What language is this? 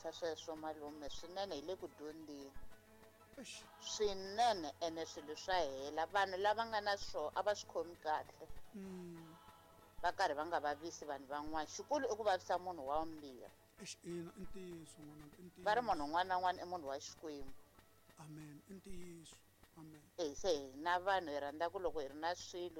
Tsonga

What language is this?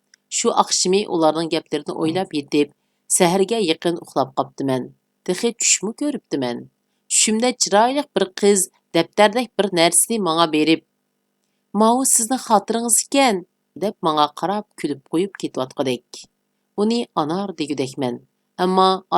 Uyghur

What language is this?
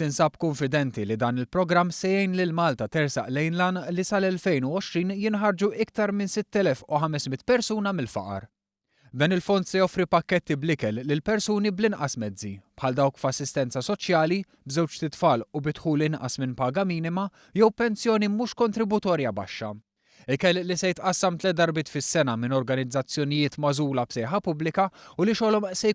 Maltese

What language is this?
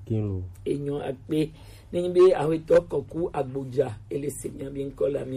Gen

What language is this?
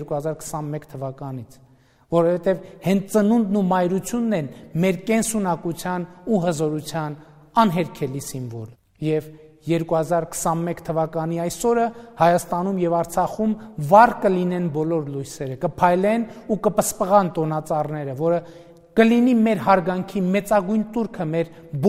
Armenian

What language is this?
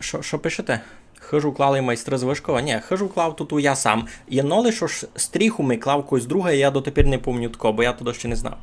Rusyn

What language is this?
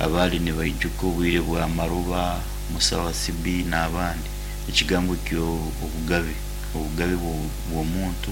Nyankole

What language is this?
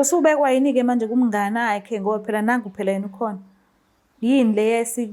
Zulu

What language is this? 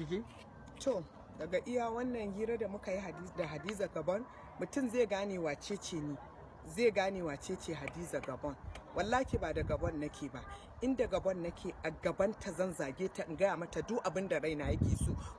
Hausa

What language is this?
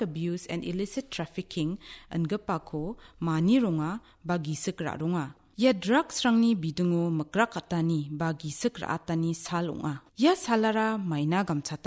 Garo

